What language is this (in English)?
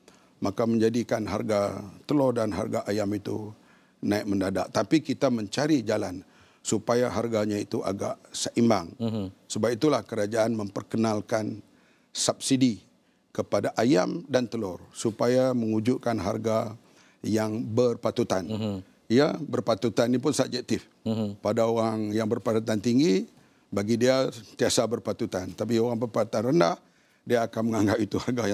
Malay